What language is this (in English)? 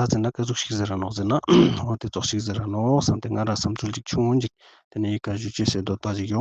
Ladakhi